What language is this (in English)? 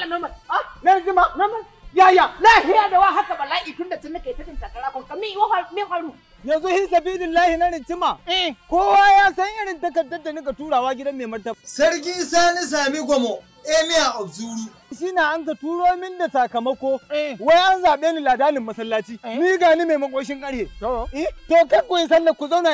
Hausa